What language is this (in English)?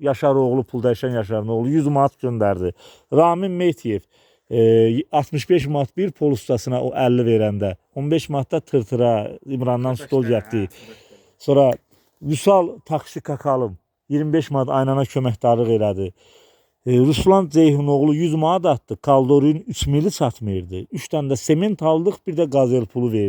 Azerbaijani